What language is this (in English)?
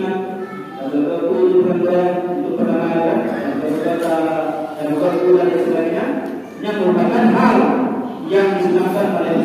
Achinese